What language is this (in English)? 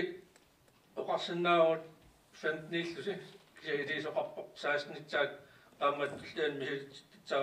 Kalaallisut